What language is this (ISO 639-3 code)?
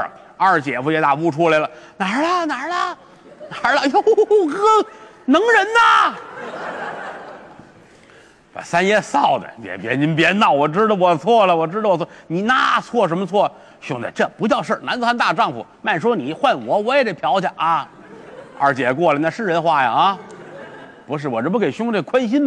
zho